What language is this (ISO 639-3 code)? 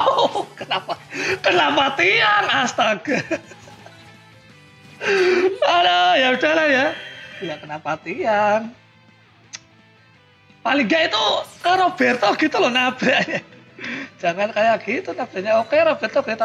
ind